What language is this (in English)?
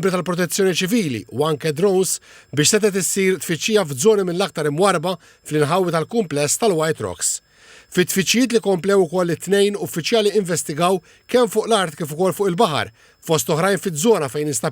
Maltese